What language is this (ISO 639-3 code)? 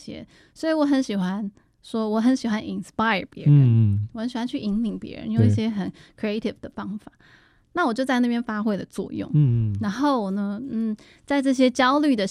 zho